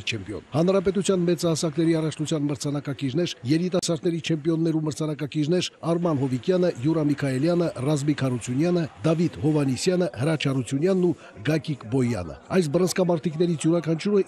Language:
Armenian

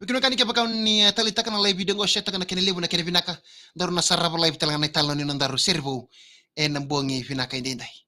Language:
Fijian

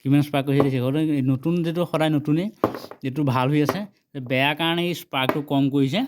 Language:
Assamese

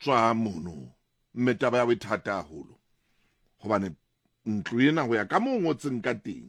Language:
Southern Sotho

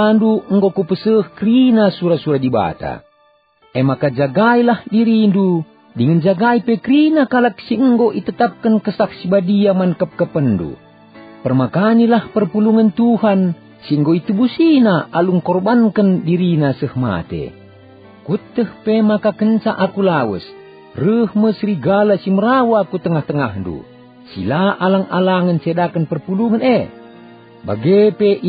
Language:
Batak Karo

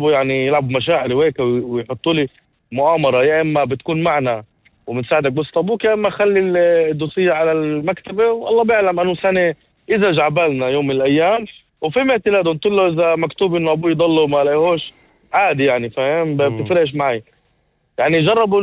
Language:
North Levantine Arabic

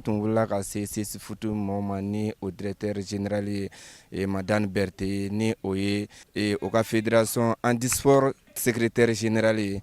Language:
Bambara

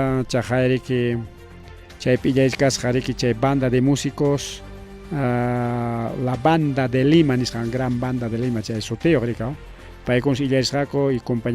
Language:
Ayacucho Quechua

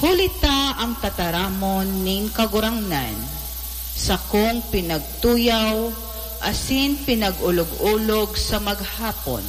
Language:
Bikol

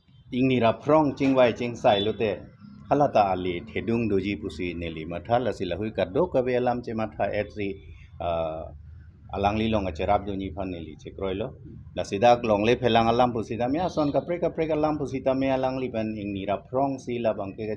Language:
Karbi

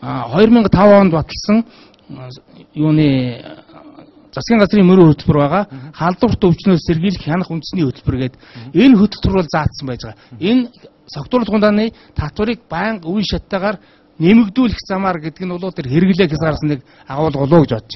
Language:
Mongolian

